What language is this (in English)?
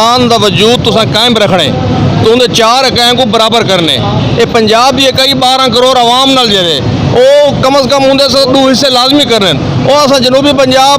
Saraiki